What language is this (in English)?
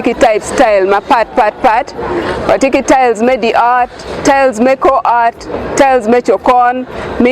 Acoli